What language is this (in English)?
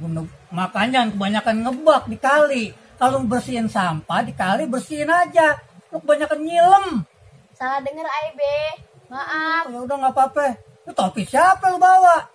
Betawi